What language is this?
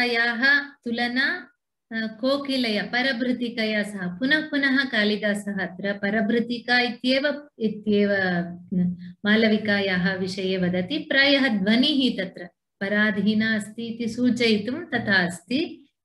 Sanskrit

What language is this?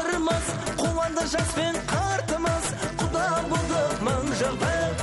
Kazakh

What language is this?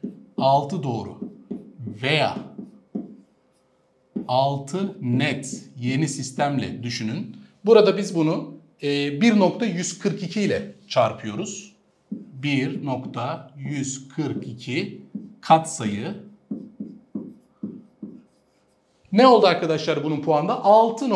Turkish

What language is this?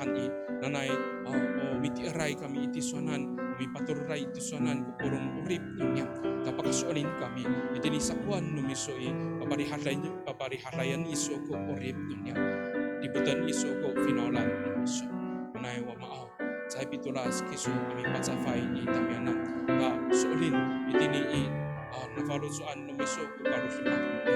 Amis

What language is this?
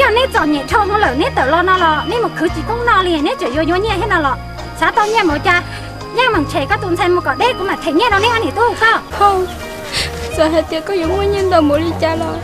Hmong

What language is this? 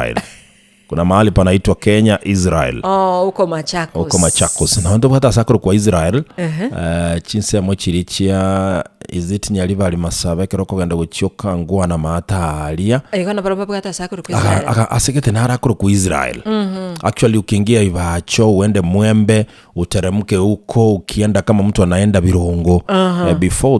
Gusii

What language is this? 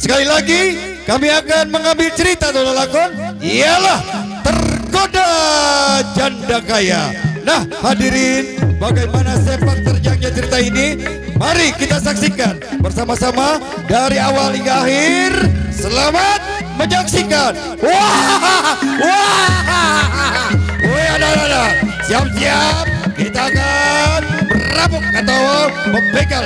Betawi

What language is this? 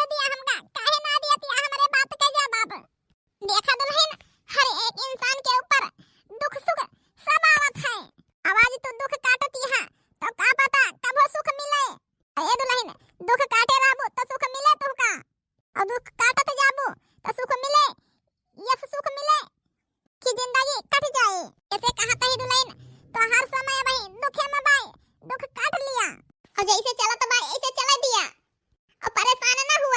Awadhi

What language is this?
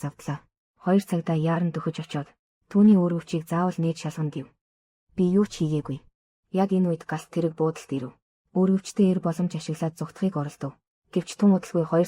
Mongolian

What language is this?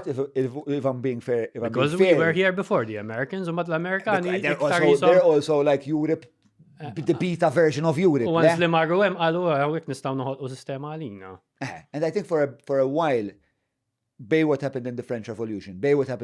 Maltese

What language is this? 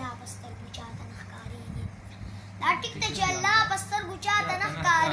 Pashto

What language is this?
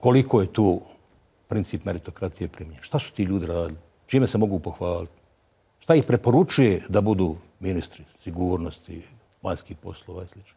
Bosnian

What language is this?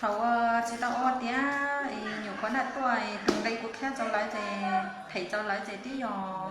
Hmong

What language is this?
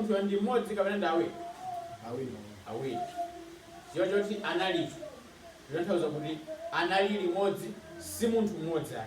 Nyanja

